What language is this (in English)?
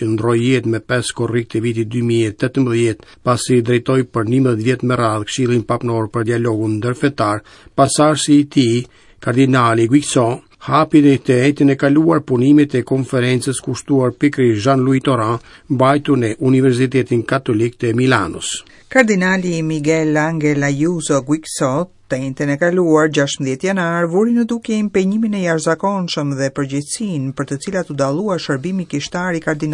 Albanian